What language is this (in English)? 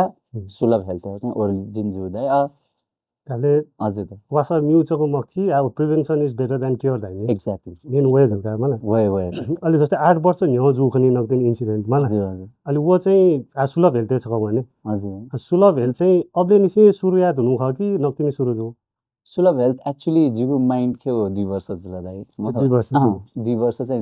Newari